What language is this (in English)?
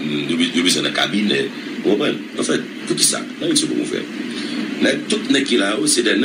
Haitian Creole